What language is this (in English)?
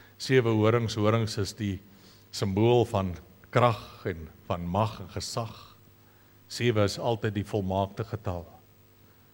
Afrikaans